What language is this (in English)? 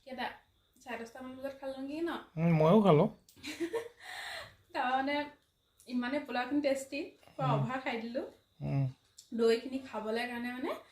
Assamese